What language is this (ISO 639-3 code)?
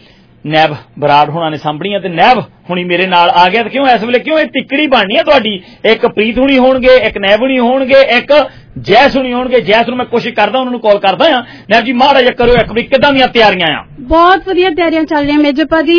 pan